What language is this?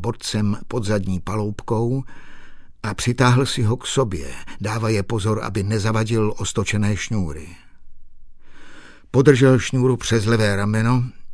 Czech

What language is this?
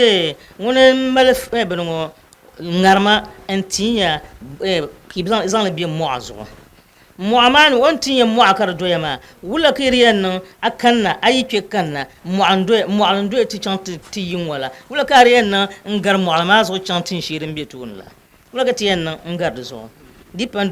Dagbani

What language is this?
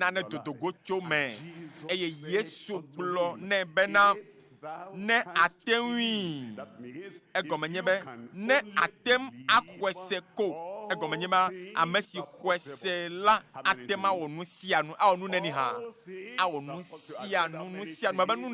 Ewe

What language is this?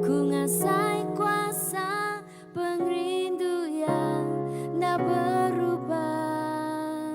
Iban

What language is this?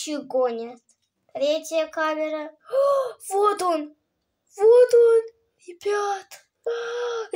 Russian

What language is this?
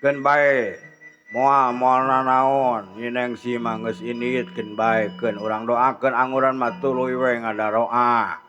Sundanese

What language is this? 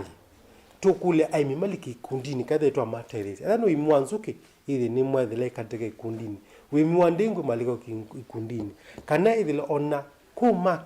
Kamba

